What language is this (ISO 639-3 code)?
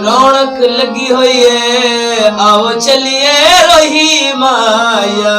skr